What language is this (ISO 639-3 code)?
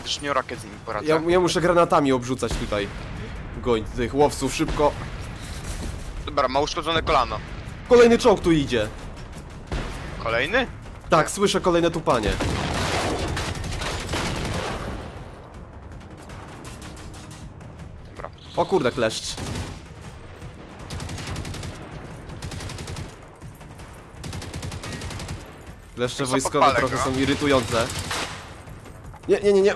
pol